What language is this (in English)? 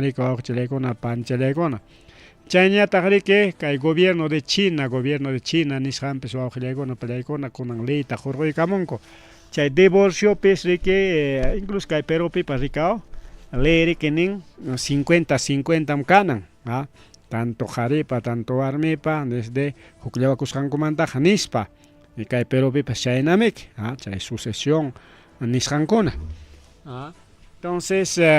Ayacucho Quechua